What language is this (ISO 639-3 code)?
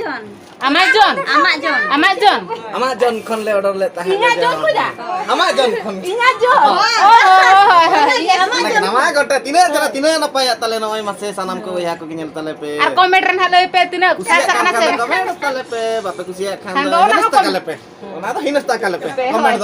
sat